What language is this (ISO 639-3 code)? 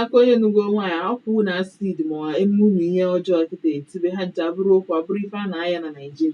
ibo